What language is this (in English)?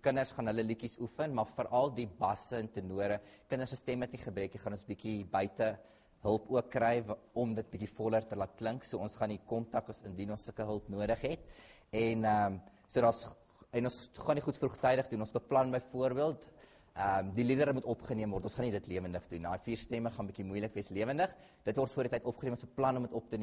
Afrikaans